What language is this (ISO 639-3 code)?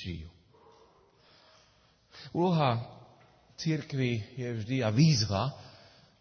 slk